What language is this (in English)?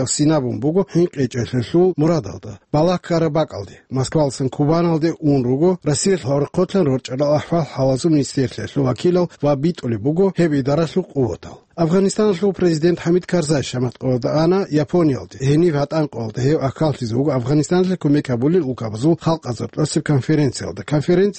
Avaric